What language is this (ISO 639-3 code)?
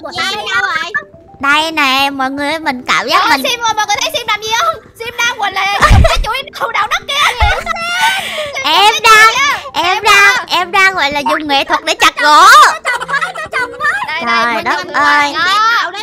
vie